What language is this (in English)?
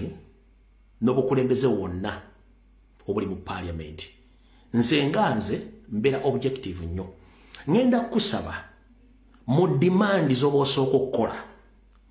Ganda